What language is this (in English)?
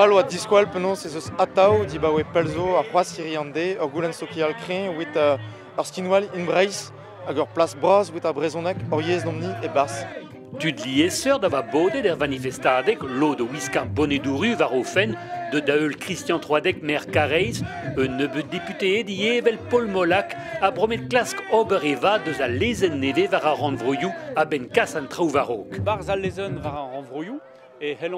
Breton